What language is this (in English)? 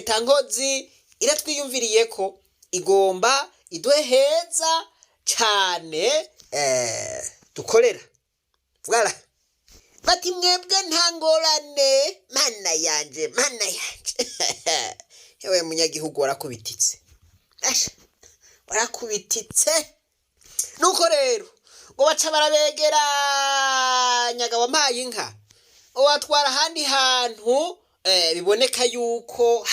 Rundi